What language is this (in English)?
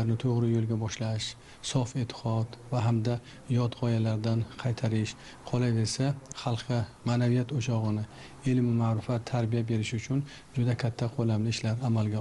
Uzbek